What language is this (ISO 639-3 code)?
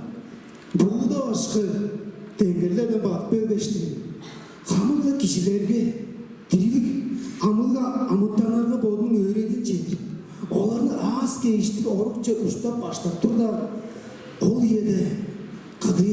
tyv